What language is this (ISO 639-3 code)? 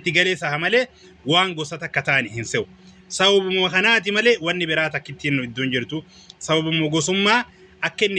orm